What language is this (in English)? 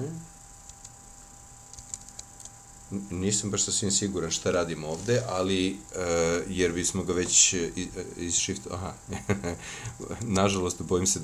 Serbian